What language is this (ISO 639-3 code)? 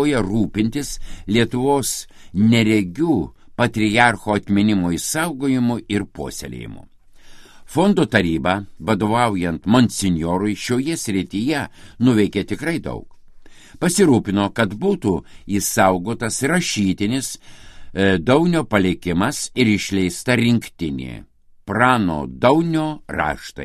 lit